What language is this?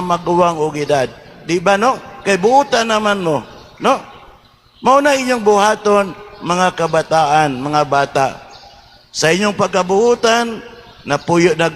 Cebuano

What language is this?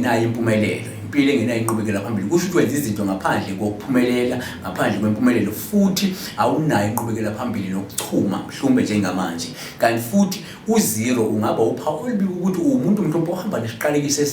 Zulu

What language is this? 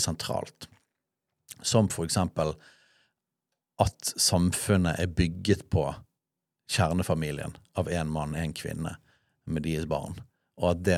Norwegian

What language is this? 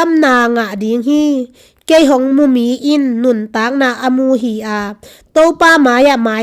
Tedim Chin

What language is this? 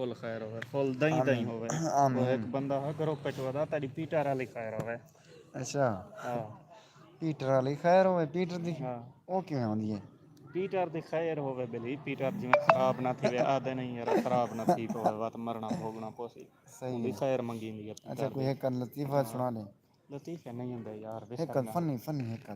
Saraiki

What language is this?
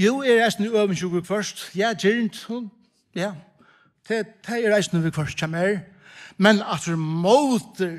Faroese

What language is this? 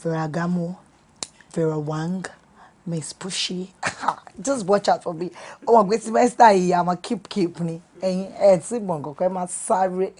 Yoruba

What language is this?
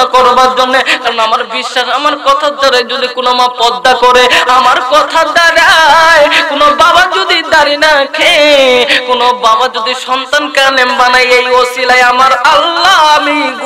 Bangla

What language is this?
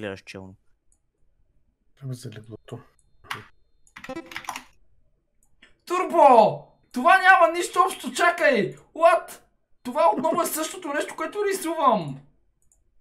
Bulgarian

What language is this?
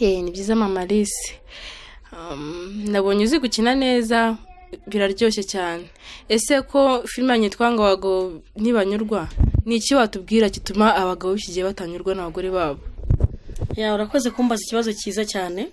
Kinyarwanda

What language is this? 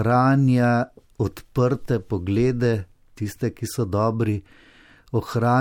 Slovenian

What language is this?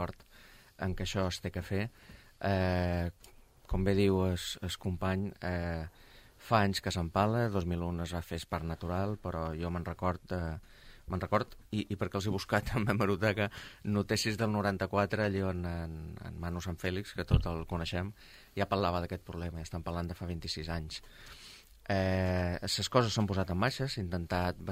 Catalan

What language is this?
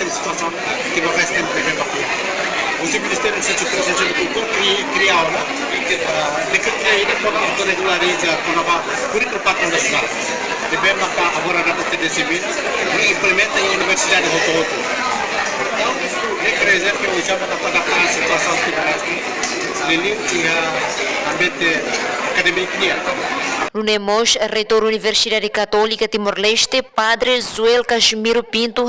Tetum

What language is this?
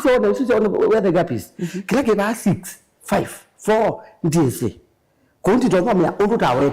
Kamba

